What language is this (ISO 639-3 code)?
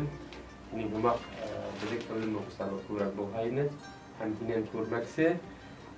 bak